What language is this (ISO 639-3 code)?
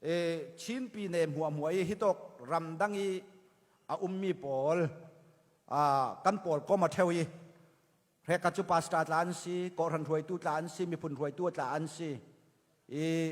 cfm